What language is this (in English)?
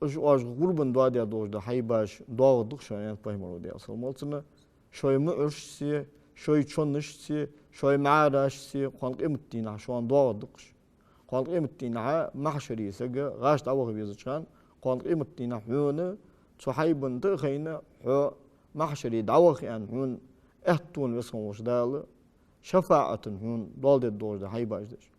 Ingush